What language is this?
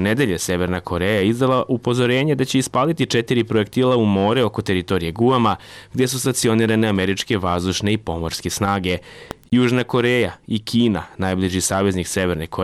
Serbian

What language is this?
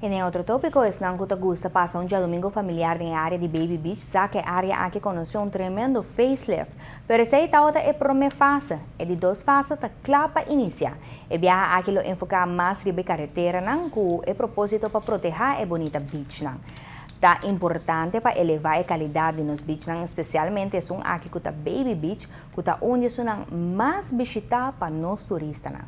Papiamento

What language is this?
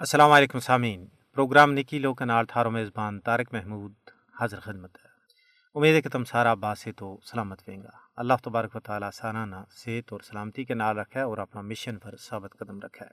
Gujari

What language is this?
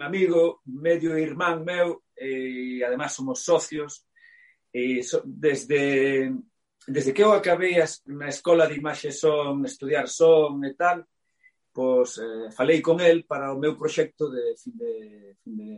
Galician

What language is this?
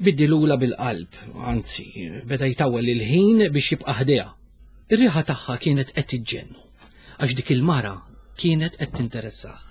Maltese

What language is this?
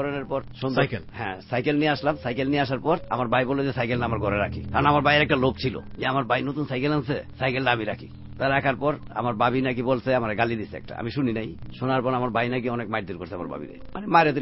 Bangla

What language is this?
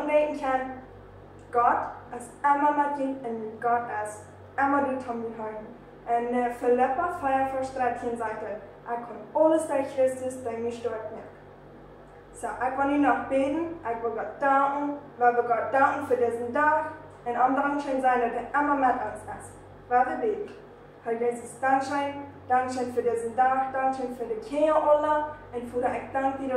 Plautdietsch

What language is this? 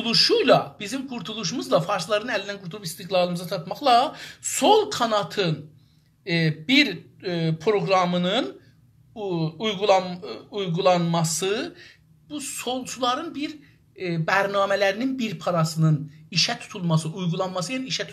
South Azerbaijani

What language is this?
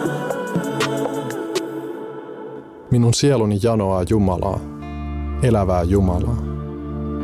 Finnish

